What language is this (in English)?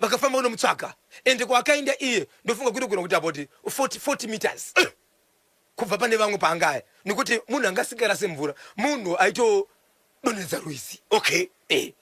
Shona